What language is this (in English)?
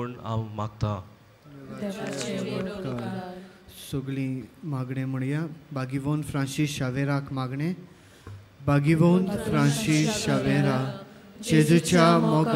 Konkani